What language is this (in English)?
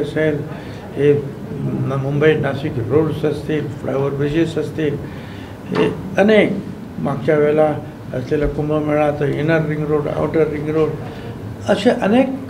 Marathi